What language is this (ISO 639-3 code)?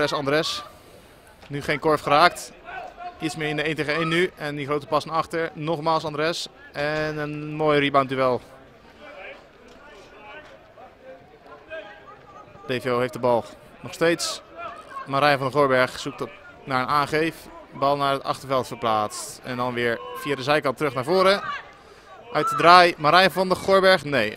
nld